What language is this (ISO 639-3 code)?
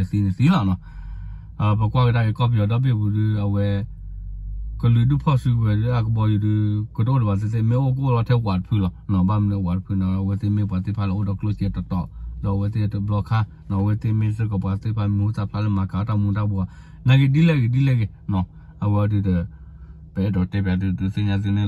ksw